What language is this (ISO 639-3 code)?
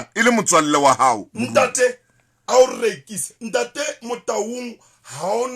sot